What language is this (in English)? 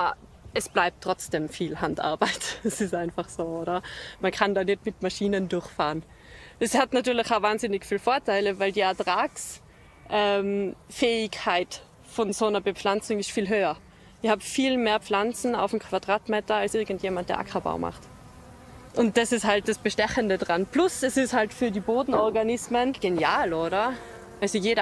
German